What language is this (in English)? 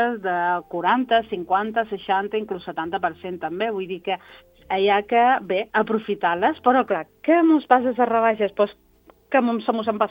Catalan